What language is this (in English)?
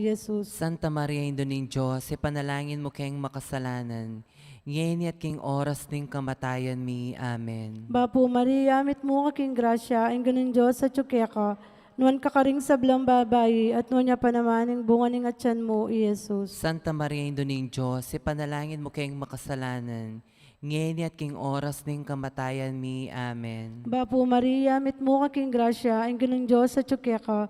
Pampanga